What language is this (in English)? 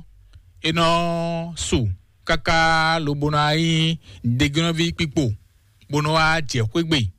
Fon